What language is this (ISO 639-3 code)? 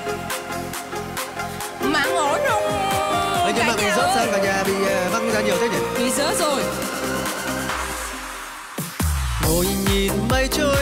vie